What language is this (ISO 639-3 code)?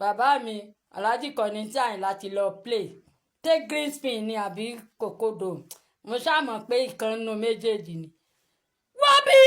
yor